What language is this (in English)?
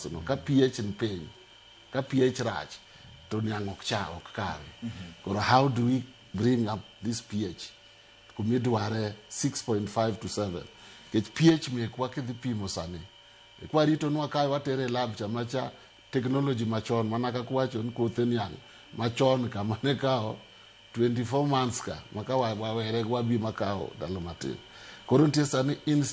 Luo (Kenya and Tanzania)